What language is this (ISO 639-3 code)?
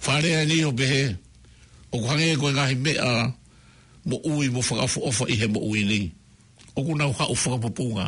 ton